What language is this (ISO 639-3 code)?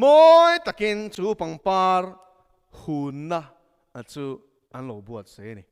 lus